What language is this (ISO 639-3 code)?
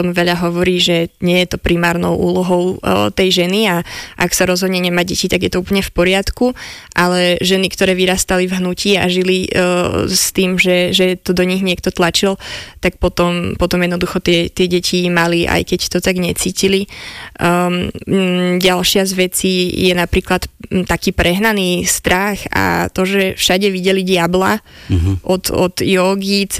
slk